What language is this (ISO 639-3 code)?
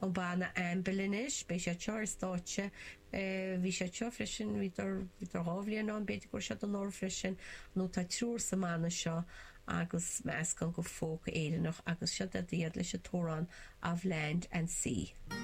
gle